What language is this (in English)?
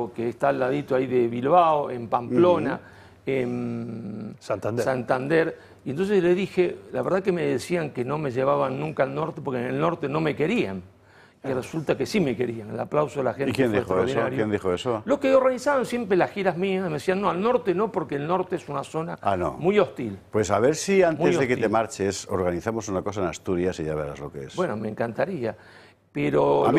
Spanish